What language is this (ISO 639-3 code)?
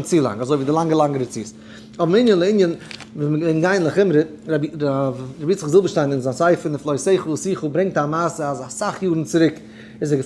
yid